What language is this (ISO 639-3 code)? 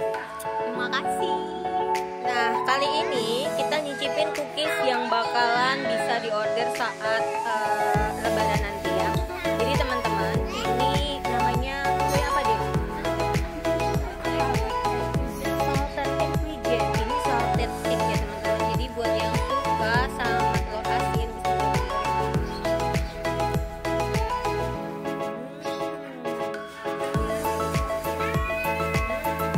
ind